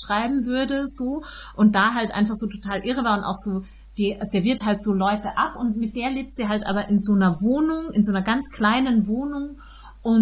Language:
German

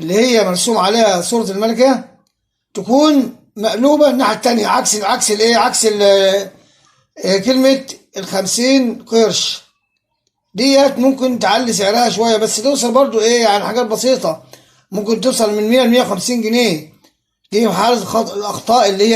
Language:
Egyptian Arabic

